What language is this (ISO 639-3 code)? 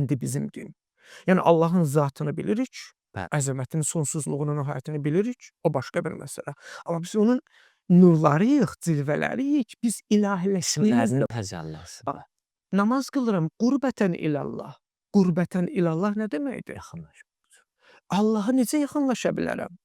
aze